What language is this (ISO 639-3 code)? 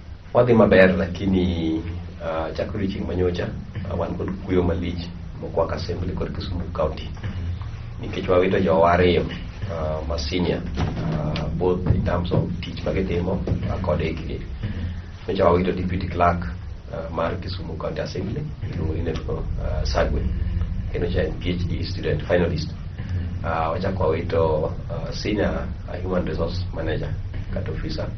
luo